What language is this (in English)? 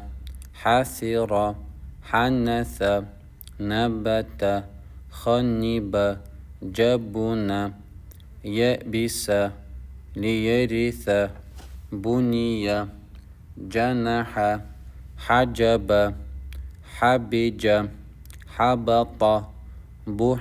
Chechen